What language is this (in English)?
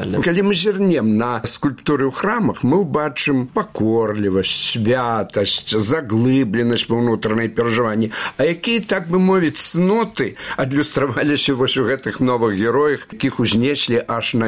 Belarusian